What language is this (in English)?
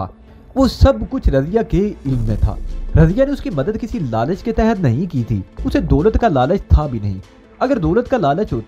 Urdu